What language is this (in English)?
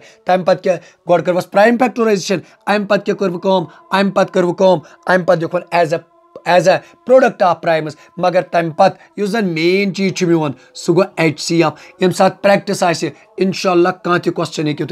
Kashmiri